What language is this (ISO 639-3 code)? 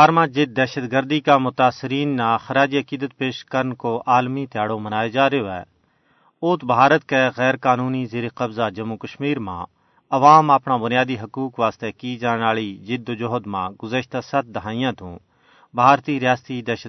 gju